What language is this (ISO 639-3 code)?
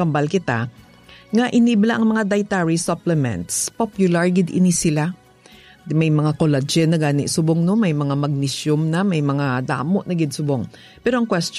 hil